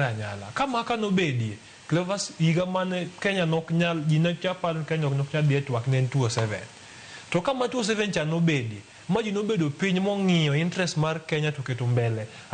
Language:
Luo (Kenya and Tanzania)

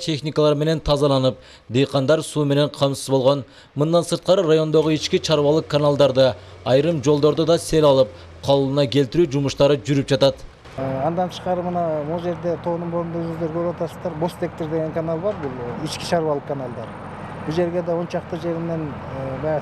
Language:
Kyrgyz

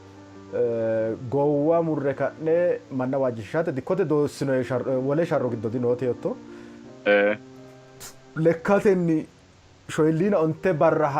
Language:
Sidamo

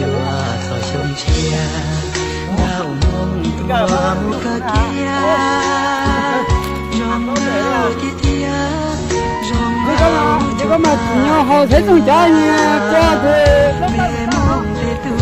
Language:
Hmong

